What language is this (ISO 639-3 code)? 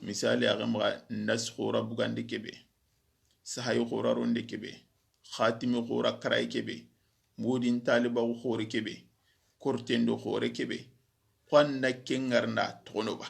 snk